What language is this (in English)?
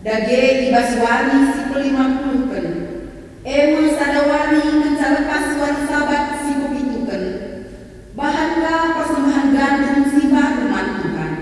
Batak Karo